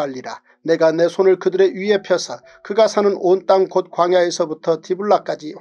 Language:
Korean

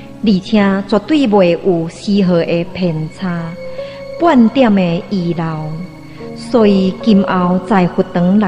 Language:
Min Nan Chinese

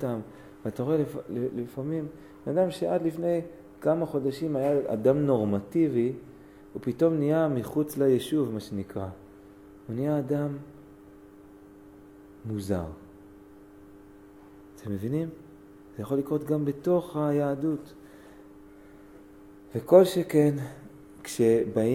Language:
Hebrew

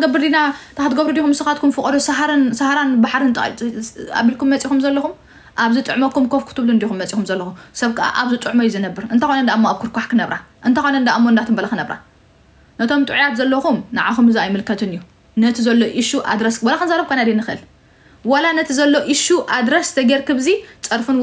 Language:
Tigrinya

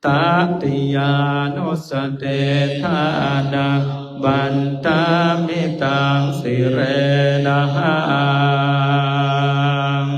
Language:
Pali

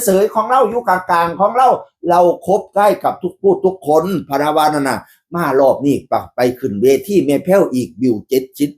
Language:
Northeastern Thai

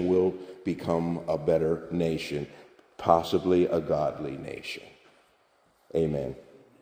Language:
English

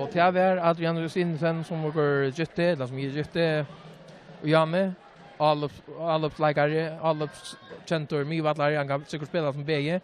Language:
Faroese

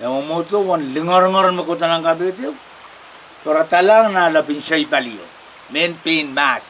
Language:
Pohnpeian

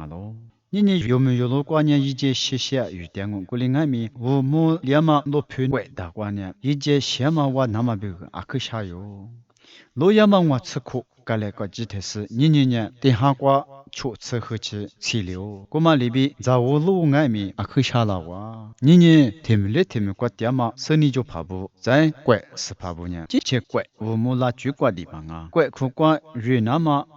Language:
Lisu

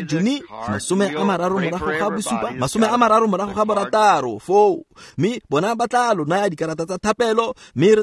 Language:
Tswana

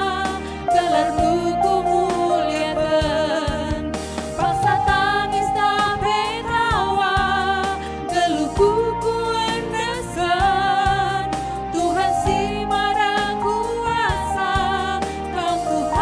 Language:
Batak Karo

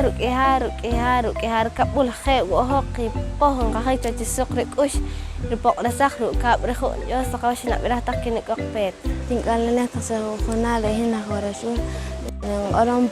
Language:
Poqomchi'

